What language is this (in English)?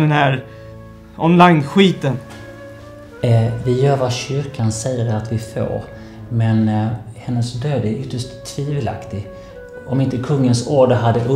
Swedish